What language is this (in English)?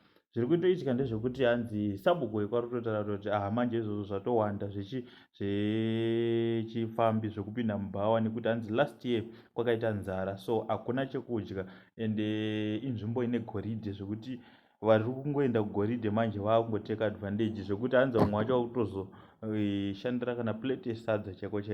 Shona